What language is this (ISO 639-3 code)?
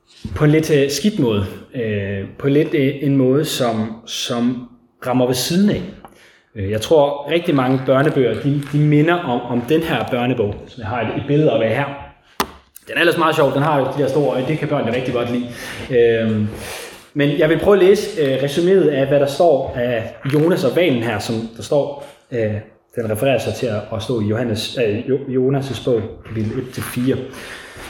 dan